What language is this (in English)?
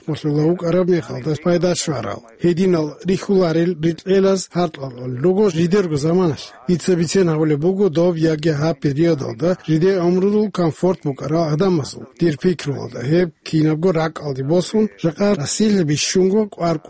Avaric